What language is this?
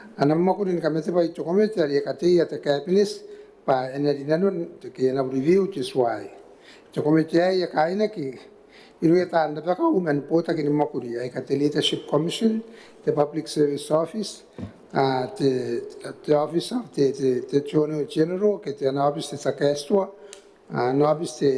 Gilbertese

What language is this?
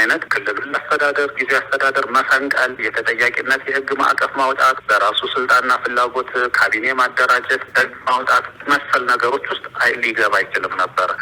Amharic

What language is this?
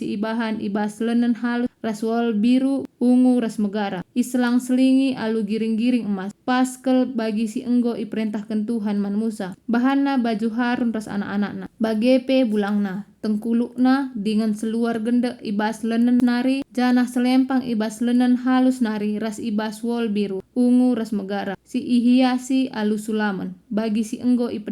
Batak Karo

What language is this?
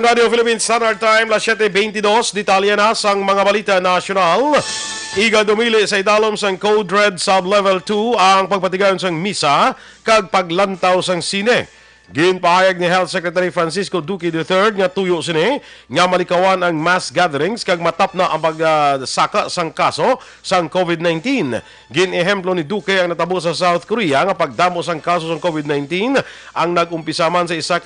Hiligaynon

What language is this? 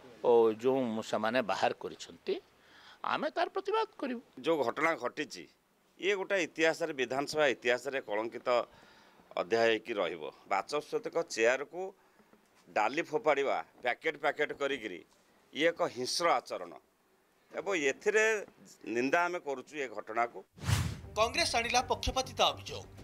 Odia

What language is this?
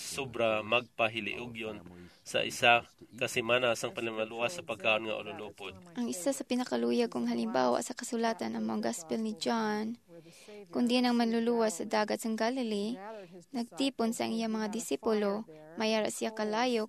Hiligaynon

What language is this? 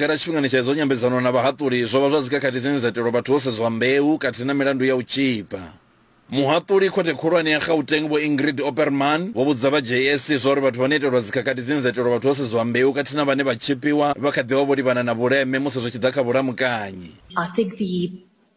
Venda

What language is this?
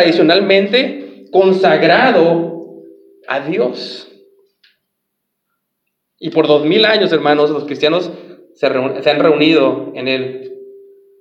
Spanish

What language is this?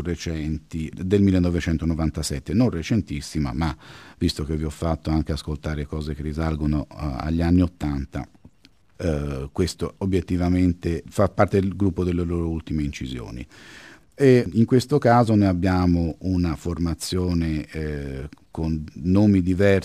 Italian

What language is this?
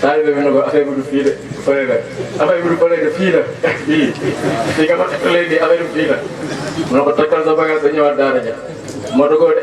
Wolof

